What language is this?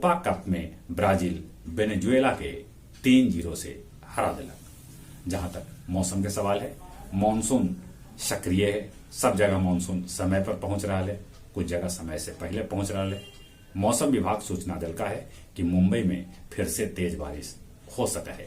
Magahi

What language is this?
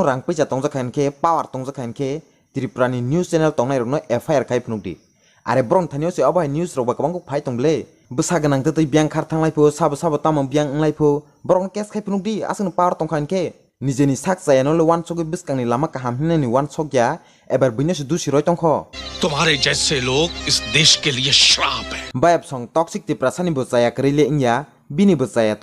Kok Borok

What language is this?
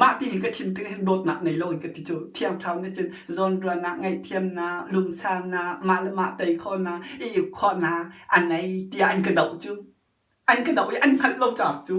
Hakha Chin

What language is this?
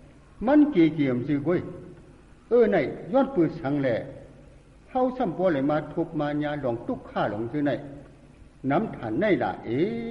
Shan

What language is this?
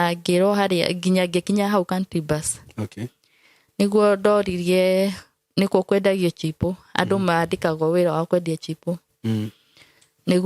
Kikuyu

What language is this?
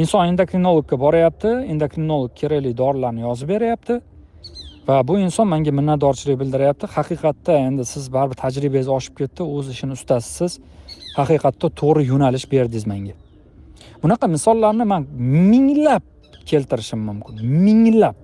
Uzbek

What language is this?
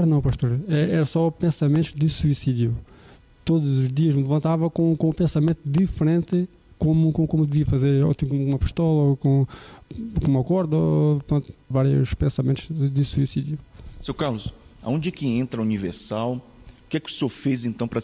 Portuguese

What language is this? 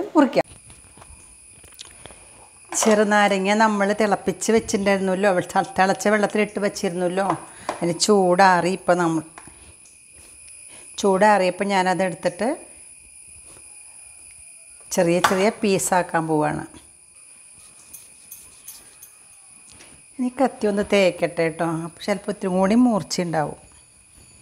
Malayalam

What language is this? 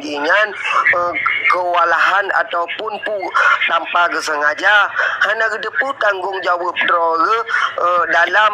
Achinese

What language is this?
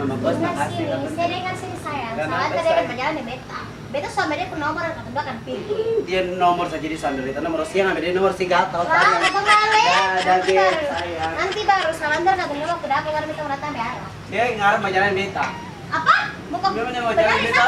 Ambonese Malay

